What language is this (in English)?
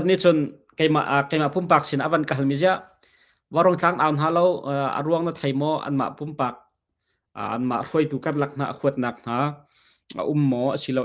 Hakha Chin